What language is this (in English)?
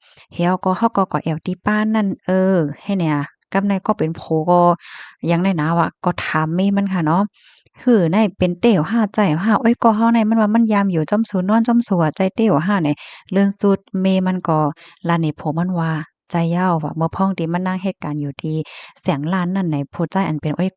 Shan